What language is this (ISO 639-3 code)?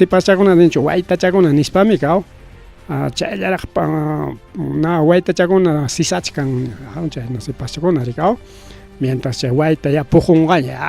quy